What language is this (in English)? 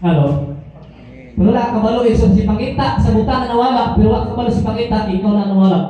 Cebuano